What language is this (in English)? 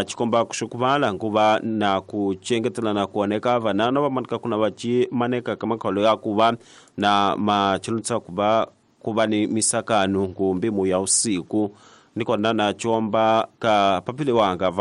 Tsonga